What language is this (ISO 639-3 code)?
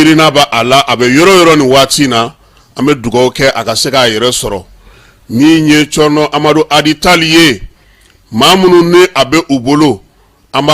bam